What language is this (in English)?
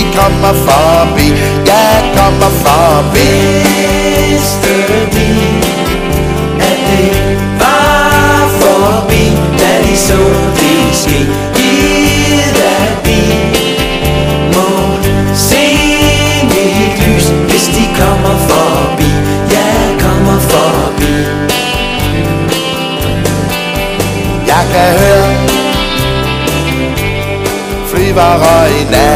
Danish